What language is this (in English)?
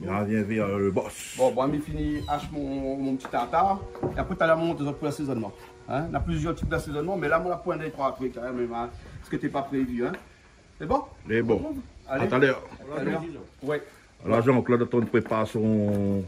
Réunion Creole French